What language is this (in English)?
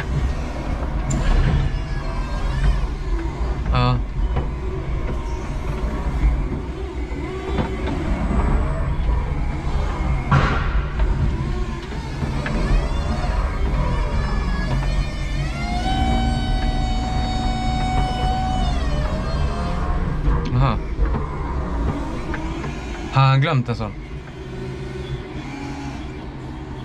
Swedish